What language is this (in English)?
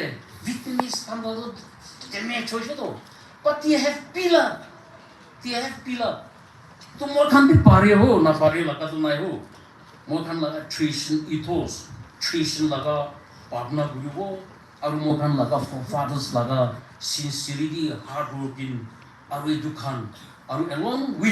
Naga Pidgin